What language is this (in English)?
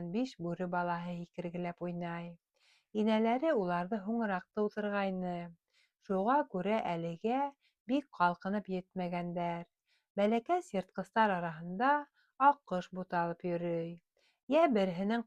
Bashkir